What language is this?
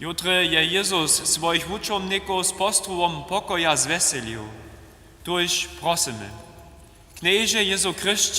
Upper Sorbian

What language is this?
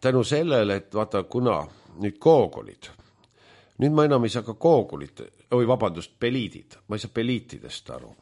Estonian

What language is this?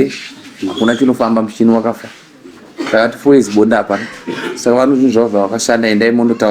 Shona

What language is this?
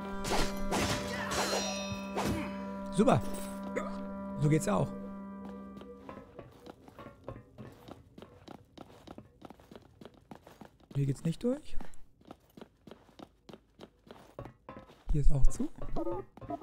German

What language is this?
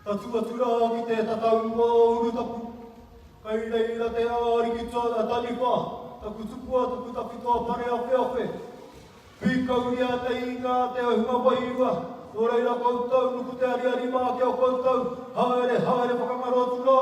Māori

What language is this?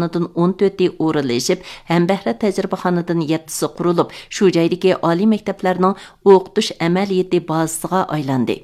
Uyghur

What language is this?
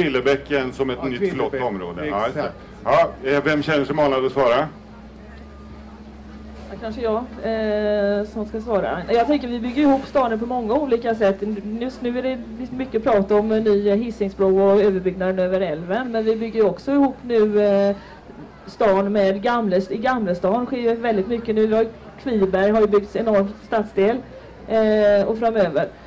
Swedish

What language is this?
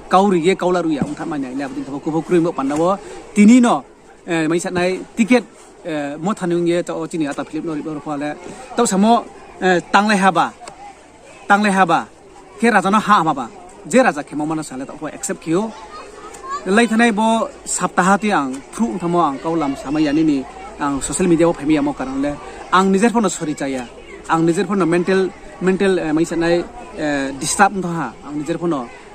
Riang (India)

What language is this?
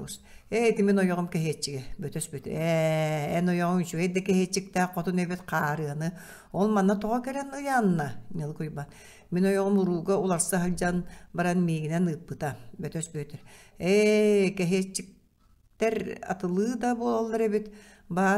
Yakut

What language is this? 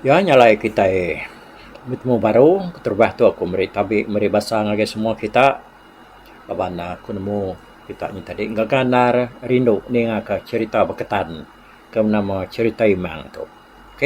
Iban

